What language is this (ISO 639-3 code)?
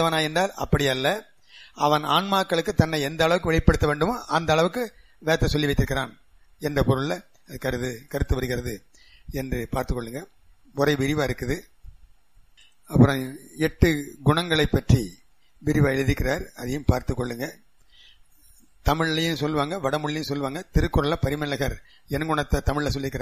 tam